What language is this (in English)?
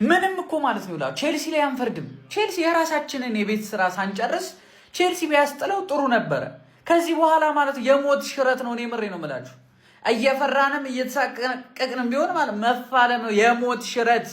Amharic